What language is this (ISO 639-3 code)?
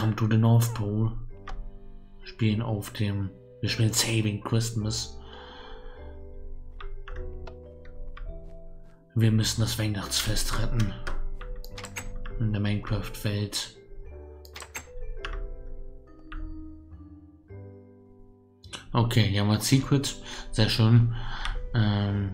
deu